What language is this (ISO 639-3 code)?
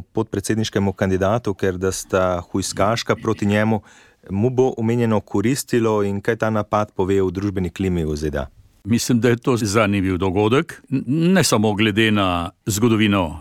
slv